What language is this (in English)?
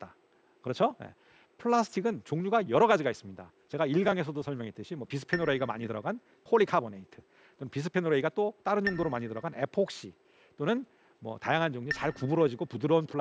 Korean